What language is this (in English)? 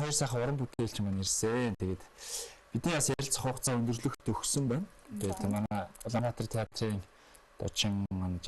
Mongolian